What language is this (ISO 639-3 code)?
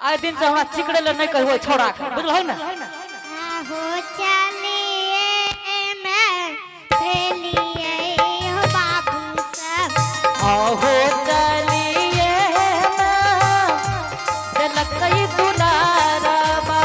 anp